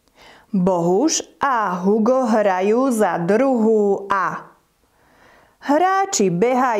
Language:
Slovak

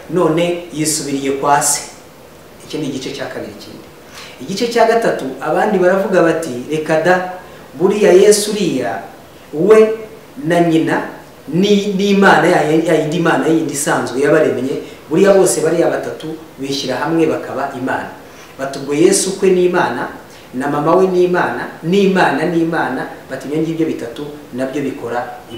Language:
Kinyarwanda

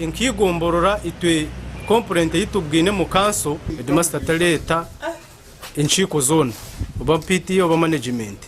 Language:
Nyankole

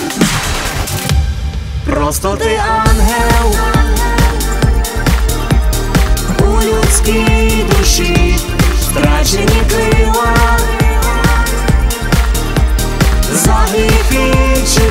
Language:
Ukrainian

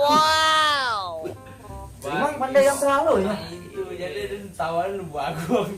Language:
Minangkabau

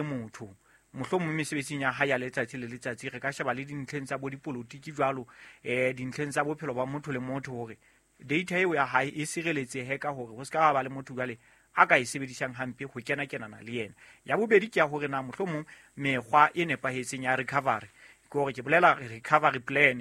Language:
Southern Sotho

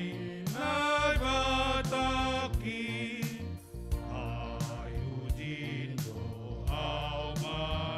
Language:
Batak Simalungun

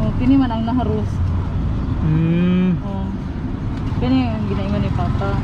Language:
Cebuano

